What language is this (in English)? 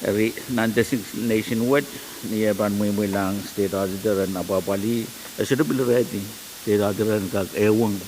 Pohnpeian